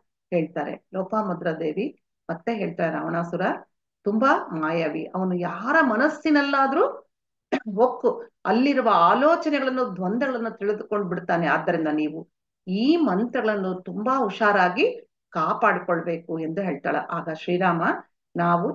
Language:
Kannada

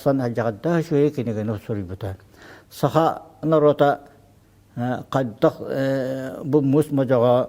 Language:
Yakut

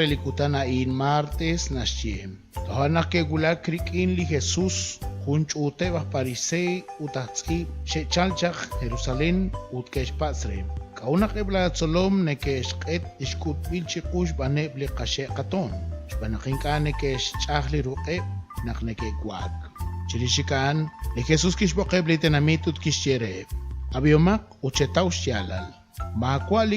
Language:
Kekchí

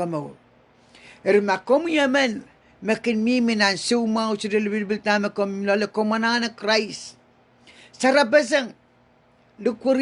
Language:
Pohnpeian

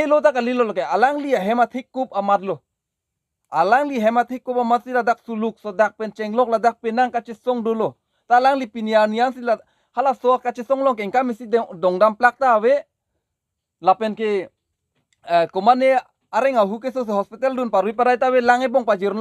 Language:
Karbi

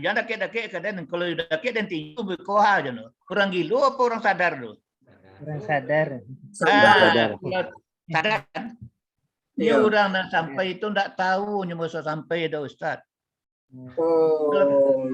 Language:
Minangkabau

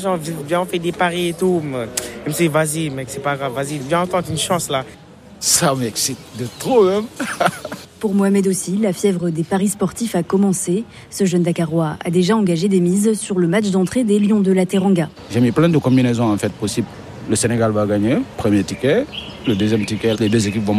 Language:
French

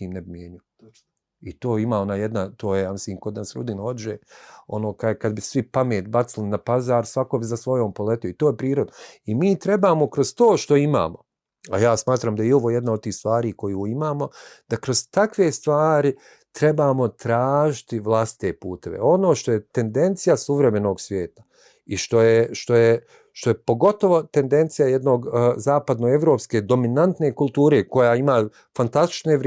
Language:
Bosnian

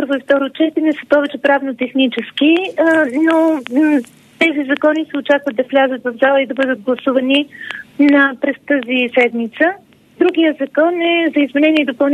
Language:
Bulgarian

